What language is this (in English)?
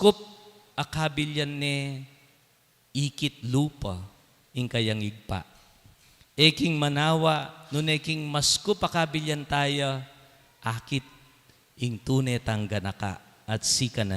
Pampanga